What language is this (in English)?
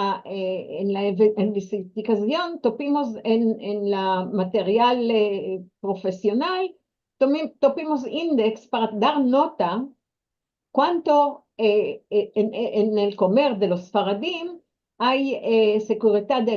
Ladino